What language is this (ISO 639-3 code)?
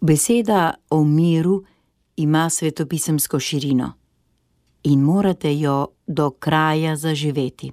slv